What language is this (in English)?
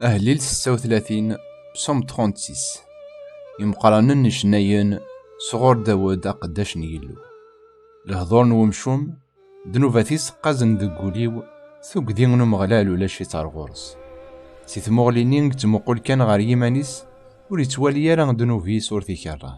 Kabyle